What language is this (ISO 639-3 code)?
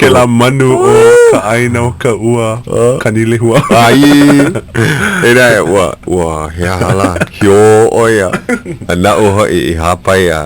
haw